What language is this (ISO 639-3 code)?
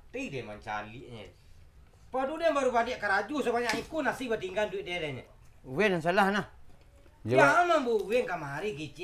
min